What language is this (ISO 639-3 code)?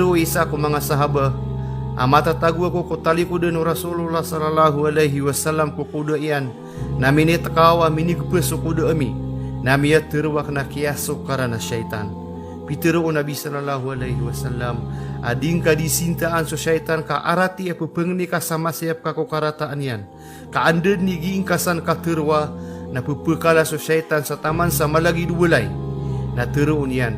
mrw